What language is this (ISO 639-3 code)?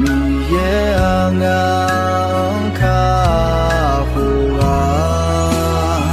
ahk